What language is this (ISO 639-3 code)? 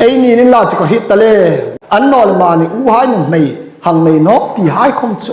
hmr